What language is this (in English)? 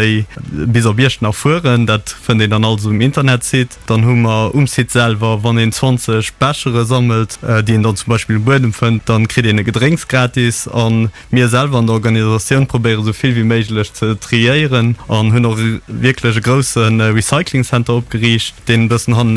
Luxembourgish